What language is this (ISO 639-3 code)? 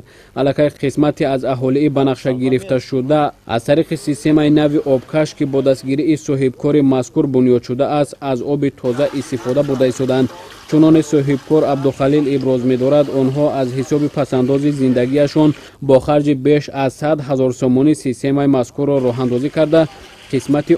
tgk